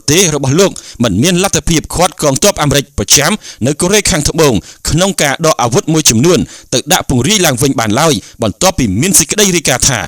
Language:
Khmer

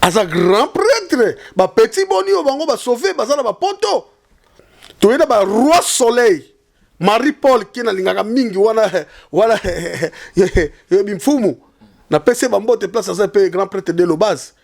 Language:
Lingala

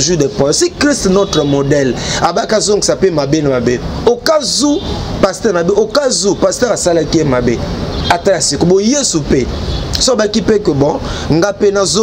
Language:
Lingala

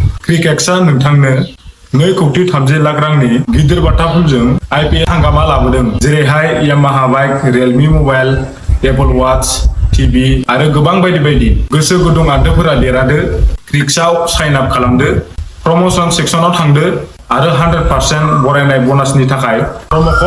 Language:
Bodo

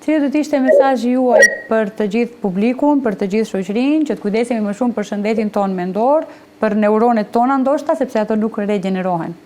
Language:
Albanian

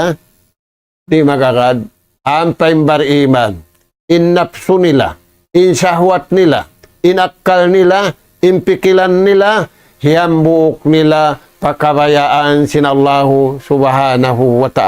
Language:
Tausug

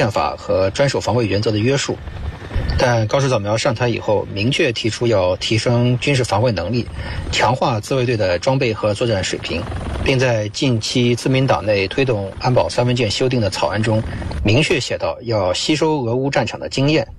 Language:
Chinese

